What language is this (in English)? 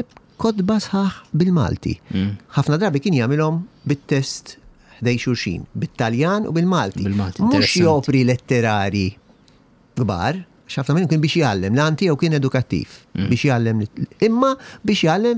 Maltese